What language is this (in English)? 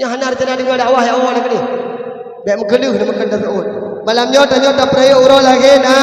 Achinese